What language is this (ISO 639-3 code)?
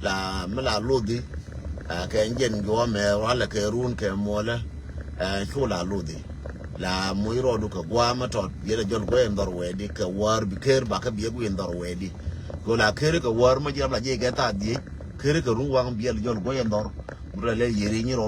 nus